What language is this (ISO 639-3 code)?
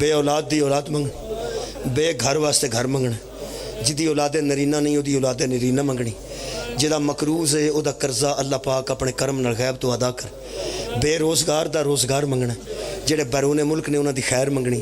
phr